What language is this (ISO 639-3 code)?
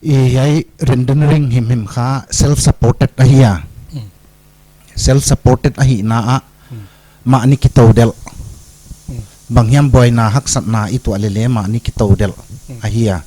pck